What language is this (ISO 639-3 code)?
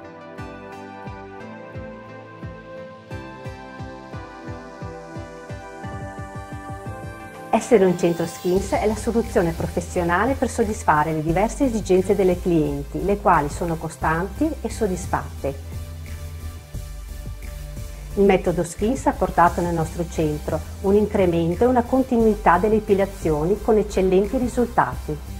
ita